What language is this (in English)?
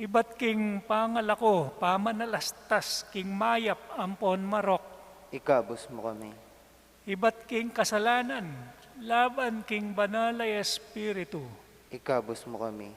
Pampanga